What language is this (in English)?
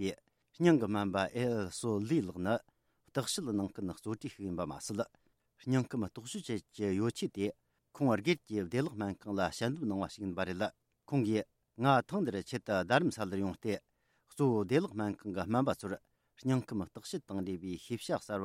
Tibetan